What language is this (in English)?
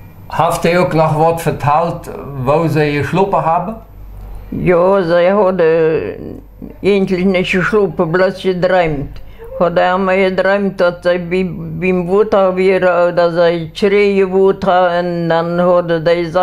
Plautdietsch